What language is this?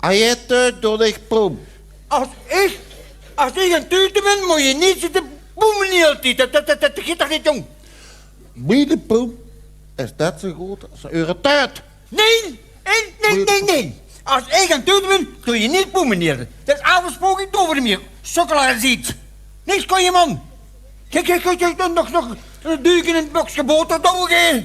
Limburgish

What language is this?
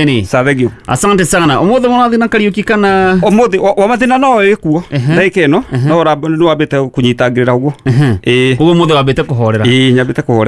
Kikuyu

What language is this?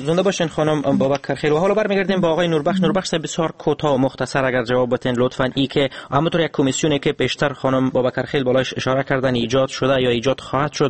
Persian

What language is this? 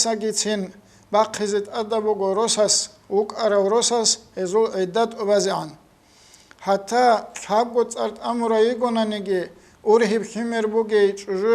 Avaric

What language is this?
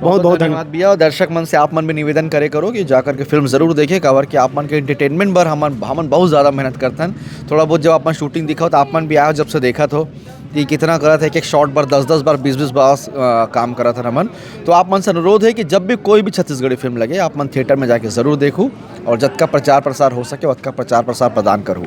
Chhattisgarhi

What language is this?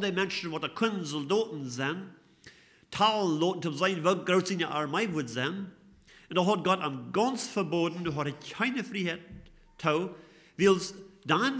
Plautdietsch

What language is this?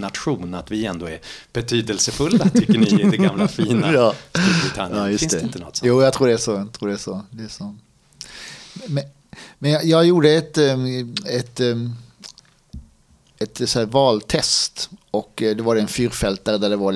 Swedish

